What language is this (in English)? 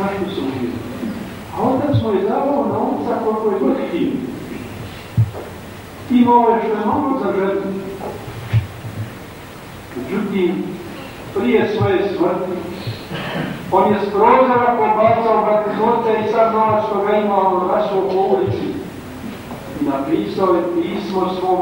Croatian